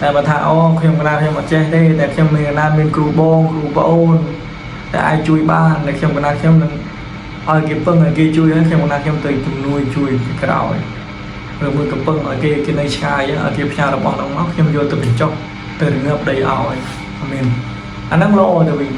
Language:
Khmer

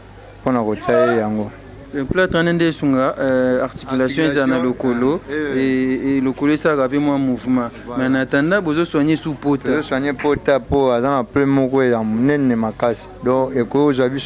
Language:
Lingala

